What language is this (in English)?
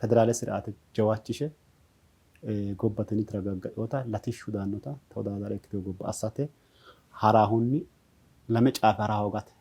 Sidamo